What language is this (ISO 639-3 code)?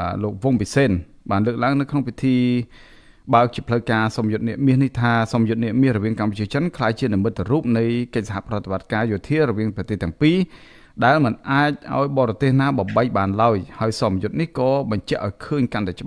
khm